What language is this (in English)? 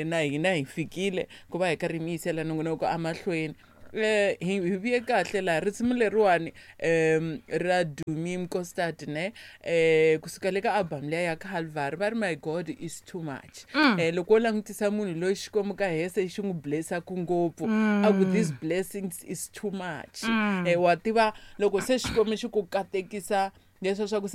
Tsonga